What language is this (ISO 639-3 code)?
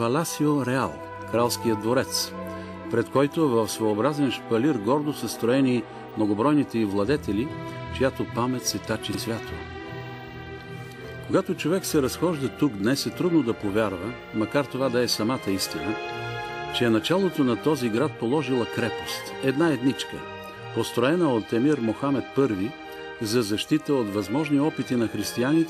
bul